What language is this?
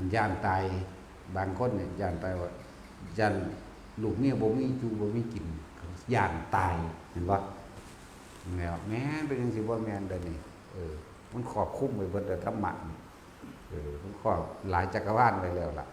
Northeastern Thai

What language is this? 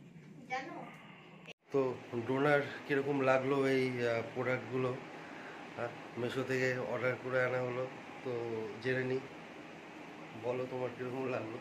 Bangla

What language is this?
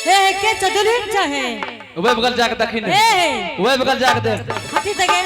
Angika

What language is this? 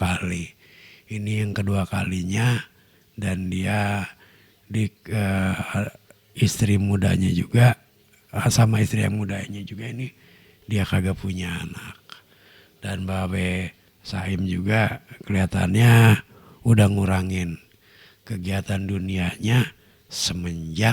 Betawi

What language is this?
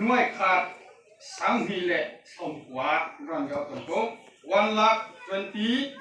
Riang (India)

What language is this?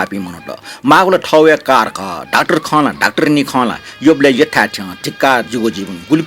Newari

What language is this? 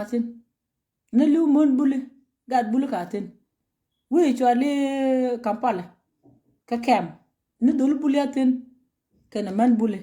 Nuer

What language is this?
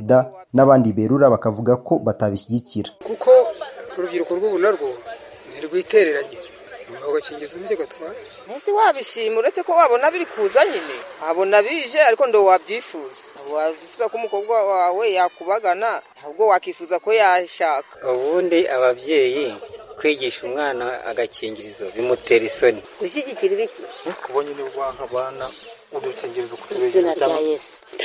Kinyarwanda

